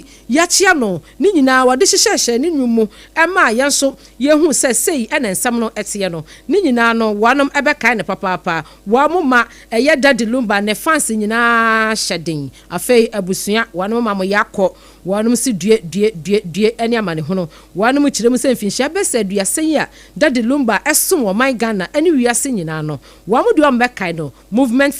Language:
Akan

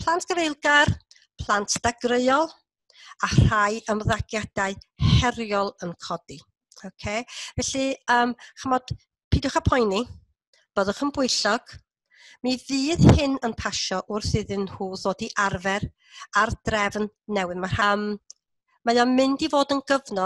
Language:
Welsh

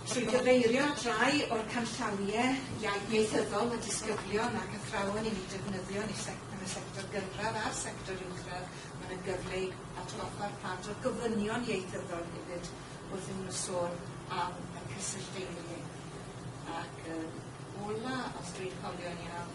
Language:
Welsh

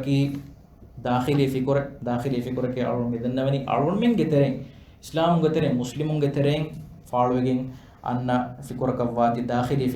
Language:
Divehi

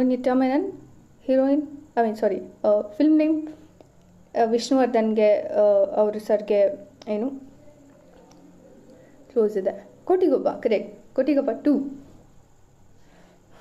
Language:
Kannada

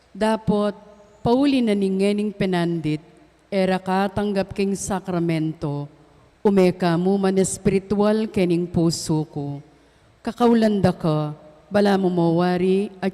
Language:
Pampanga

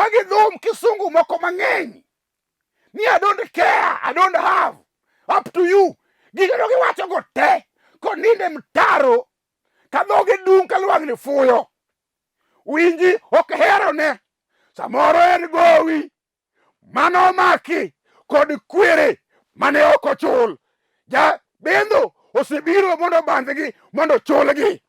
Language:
Luo (Kenya and Tanzania)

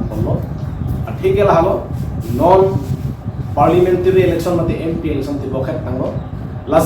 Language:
Karbi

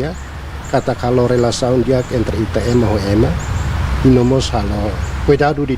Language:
Tetum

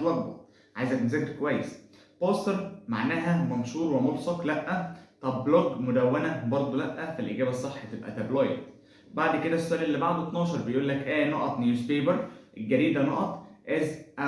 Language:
Egyptian Arabic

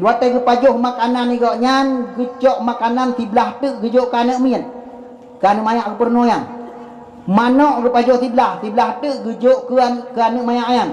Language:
Achinese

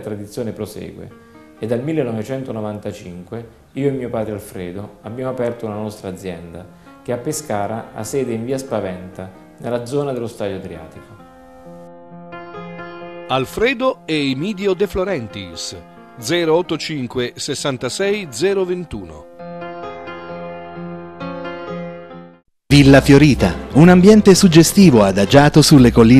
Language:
Italian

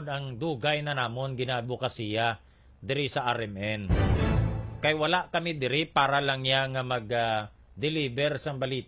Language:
Hiligaynon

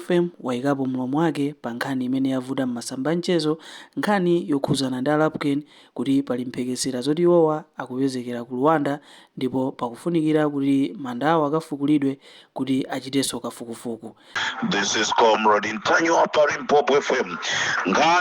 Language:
Nyanja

